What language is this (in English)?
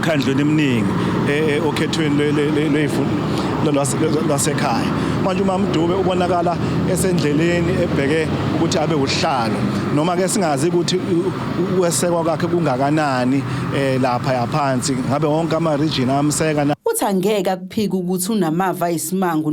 Zulu